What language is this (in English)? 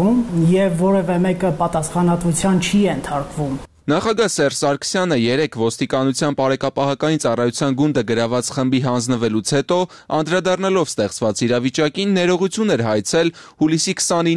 Armenian